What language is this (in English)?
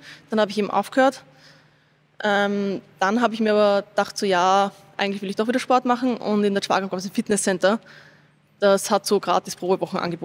German